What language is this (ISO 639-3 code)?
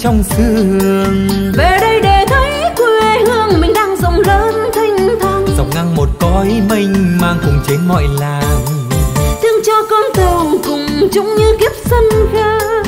vie